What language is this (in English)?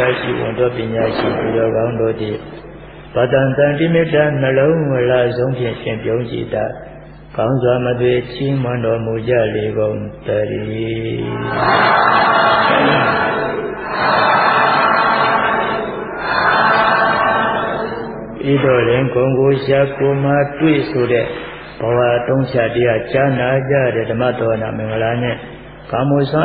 Burmese